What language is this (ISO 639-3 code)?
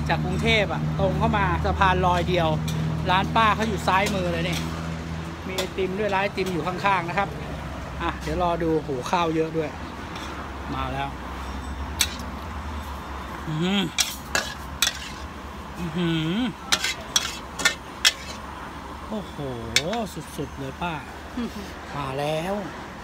tha